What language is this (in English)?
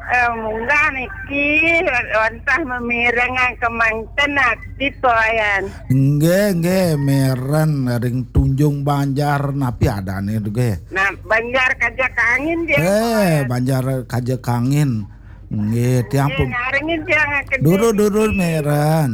Balinese